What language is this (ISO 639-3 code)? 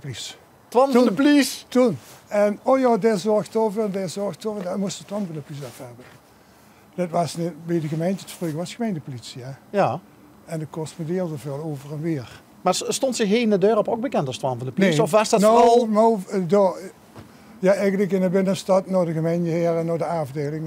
lim